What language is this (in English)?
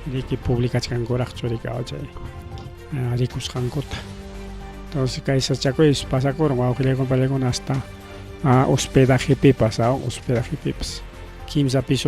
Ayacucho Quechua